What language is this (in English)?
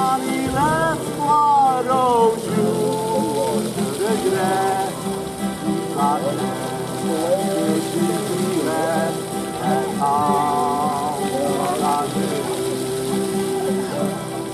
Dutch